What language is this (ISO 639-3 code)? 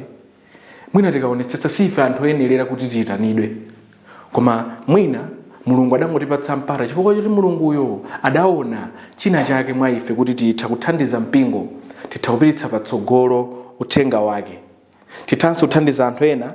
nya